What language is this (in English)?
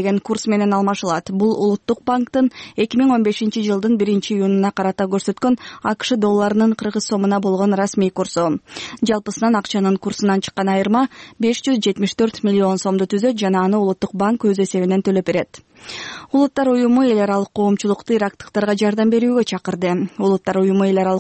Kyrgyz